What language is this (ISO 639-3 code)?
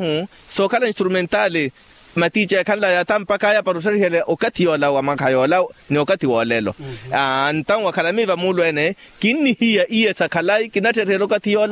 vmw